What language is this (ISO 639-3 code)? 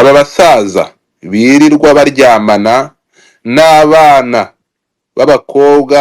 kin